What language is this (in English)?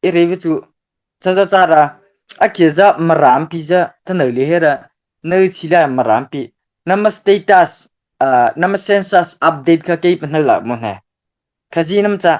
Mara Chin